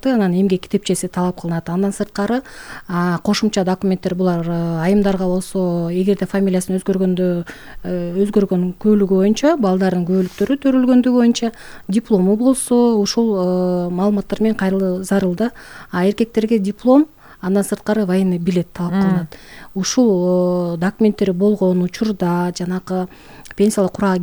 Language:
Kyrgyz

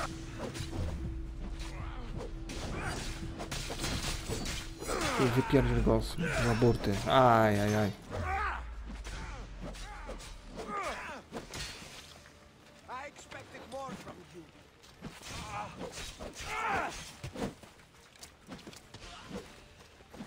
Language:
Polish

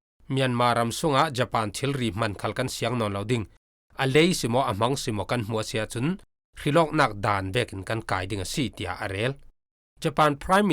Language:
Falam Chin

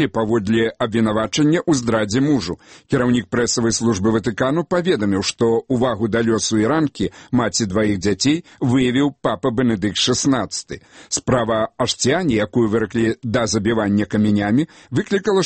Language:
Belarusian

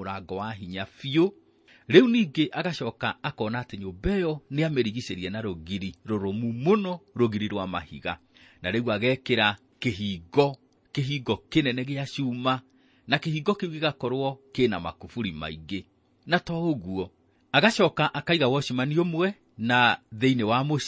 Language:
Kikuyu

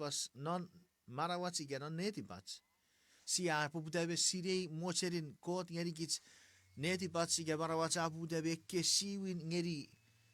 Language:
Chuukese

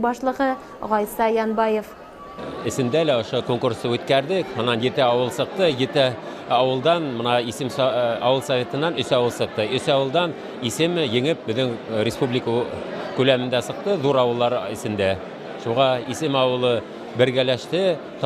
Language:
Bashkir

